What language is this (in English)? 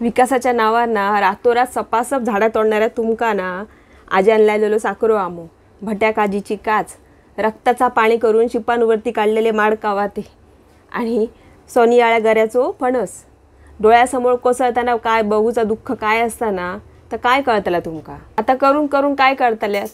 Konkani